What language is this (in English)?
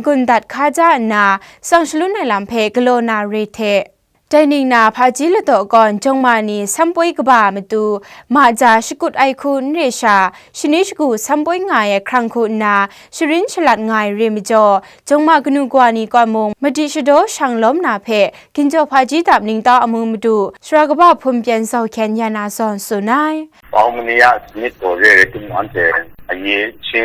Kachin